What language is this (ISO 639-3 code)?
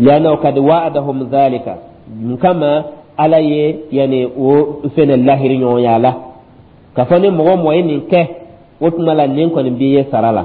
dyu